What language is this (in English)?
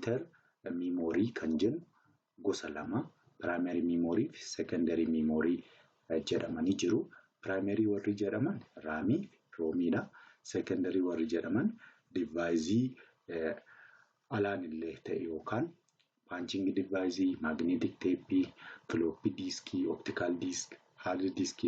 Oromo